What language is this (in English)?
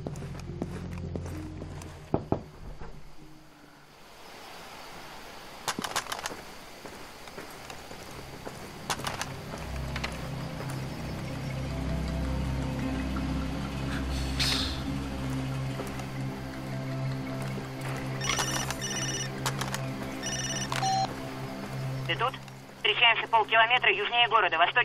Russian